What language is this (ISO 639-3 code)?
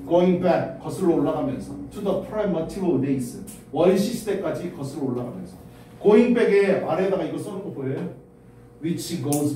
kor